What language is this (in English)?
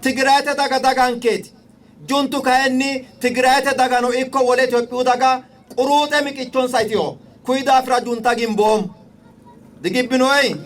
Sidamo